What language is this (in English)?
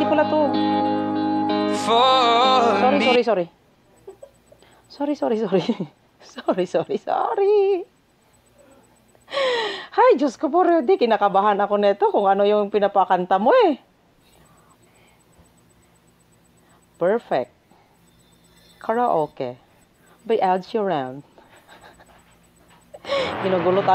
Filipino